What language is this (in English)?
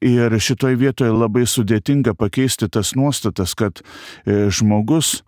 Lithuanian